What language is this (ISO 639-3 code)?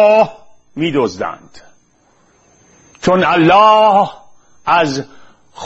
fas